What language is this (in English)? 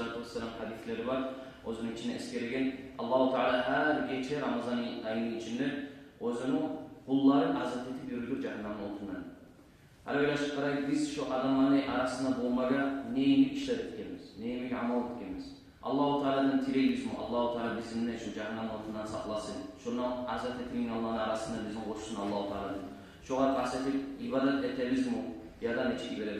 Kumyk